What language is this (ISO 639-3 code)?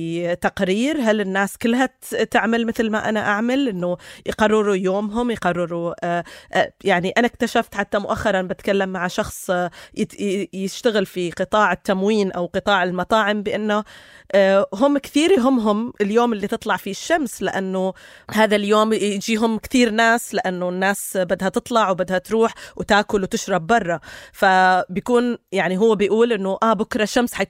apc